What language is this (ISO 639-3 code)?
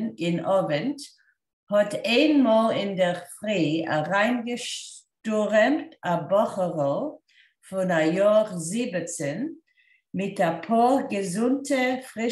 yid